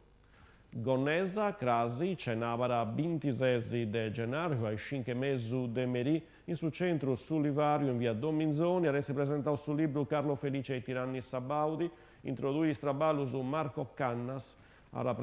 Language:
Sardinian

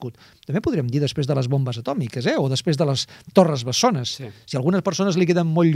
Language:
Catalan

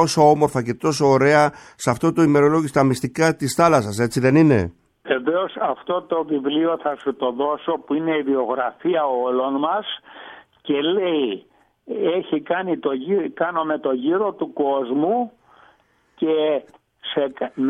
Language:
Greek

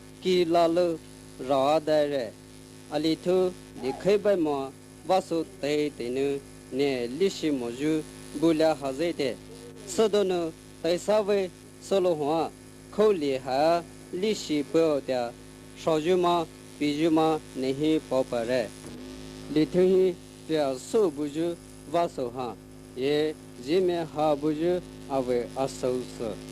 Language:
Poumei Naga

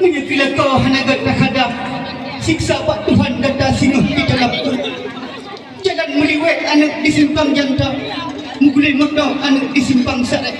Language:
Achinese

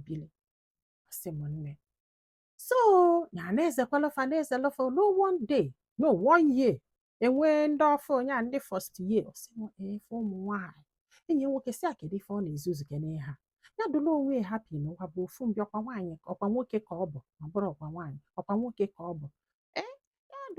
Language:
Igbo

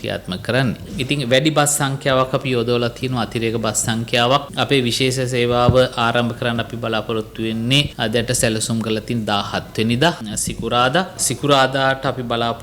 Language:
Sinhala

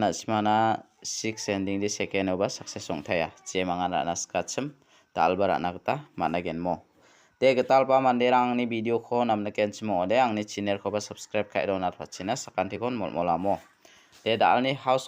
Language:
Garo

